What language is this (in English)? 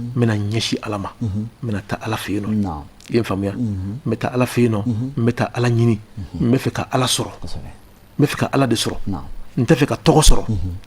Bambara